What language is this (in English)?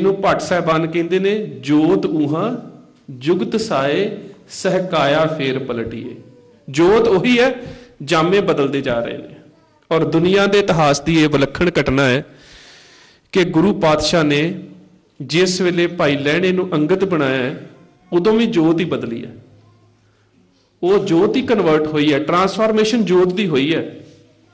Punjabi